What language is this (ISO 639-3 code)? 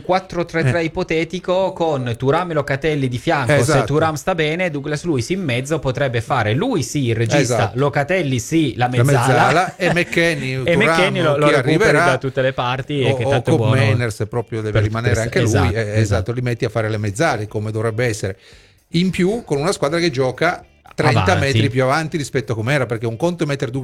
ita